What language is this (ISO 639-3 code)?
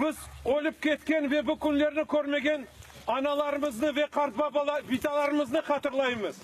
crh